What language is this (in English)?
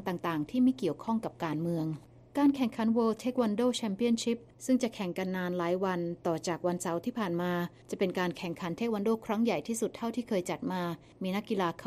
Thai